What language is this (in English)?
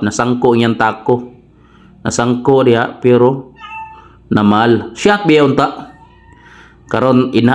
Cebuano